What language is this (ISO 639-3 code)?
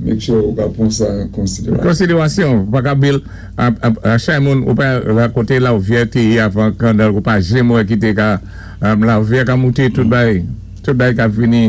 acf